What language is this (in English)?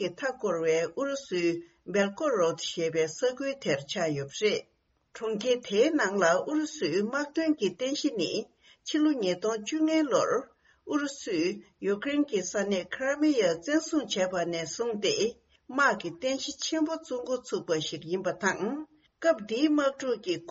Tibetan